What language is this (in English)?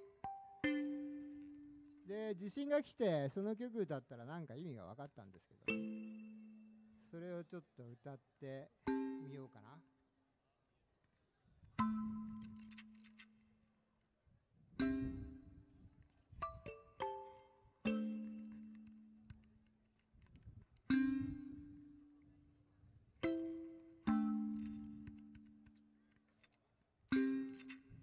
Japanese